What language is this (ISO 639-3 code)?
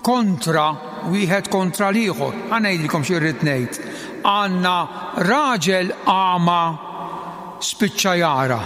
mlt